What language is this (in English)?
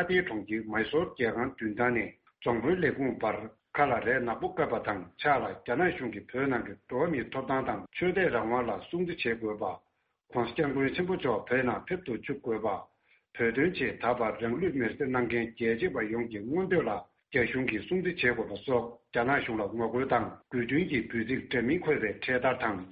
Tibetan